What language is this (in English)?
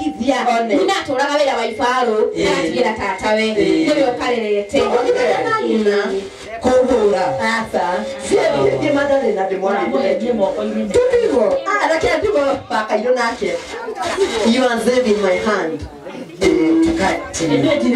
Kikuyu